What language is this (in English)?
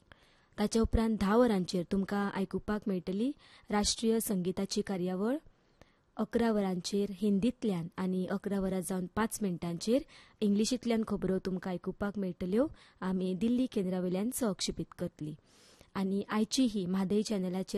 Konkani